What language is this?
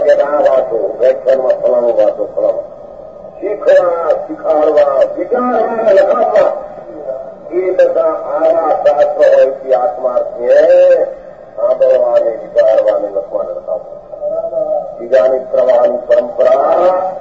Gujarati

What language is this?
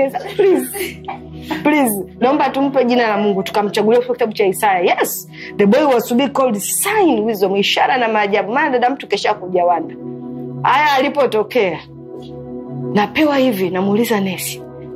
Swahili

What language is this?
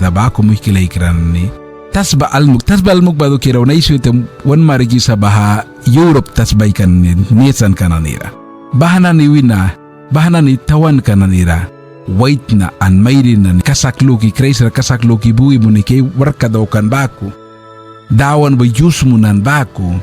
Mískito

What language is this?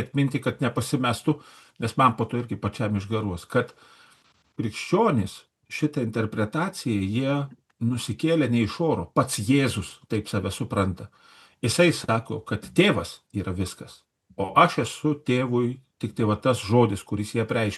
Lithuanian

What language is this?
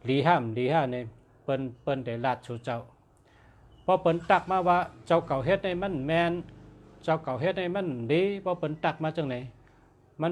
Shan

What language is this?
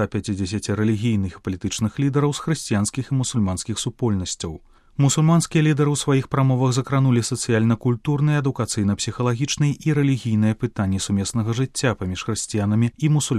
Belarusian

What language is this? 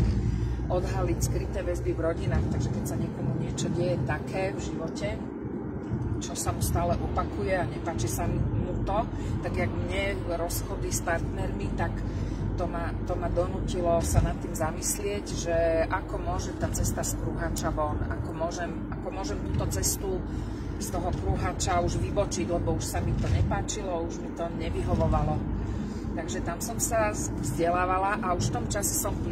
Slovak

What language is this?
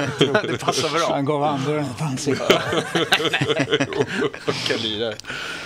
Swedish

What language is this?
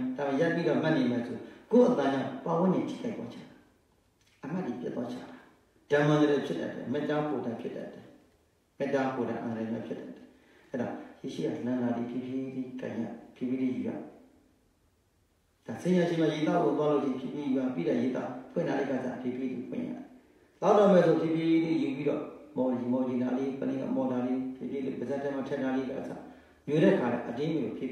Burmese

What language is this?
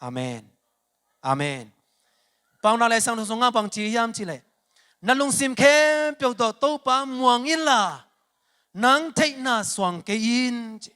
Tedim Chin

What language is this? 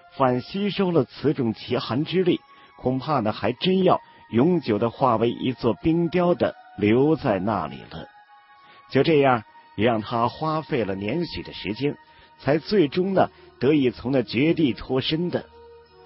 Chinese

